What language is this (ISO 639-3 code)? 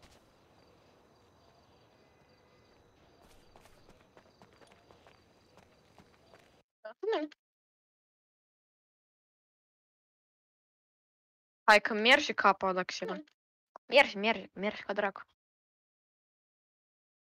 ron